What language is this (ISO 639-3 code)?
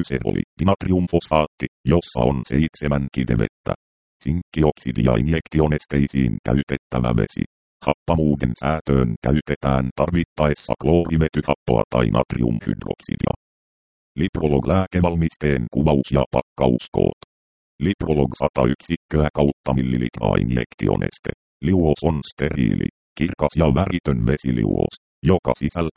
fin